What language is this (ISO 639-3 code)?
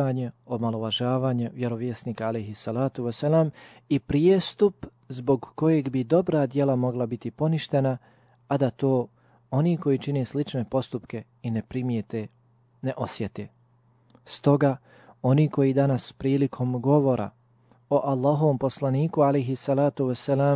bos